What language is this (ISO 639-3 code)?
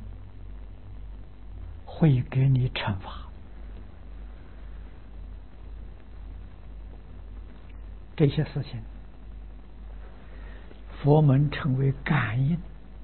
zho